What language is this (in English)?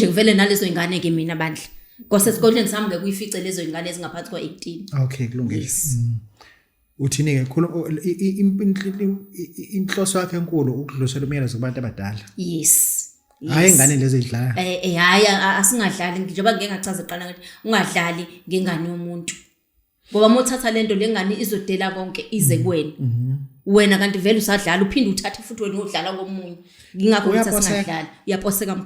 Zulu